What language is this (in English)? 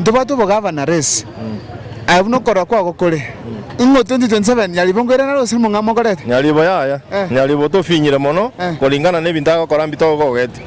Gusii